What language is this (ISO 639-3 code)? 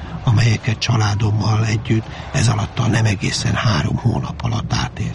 hun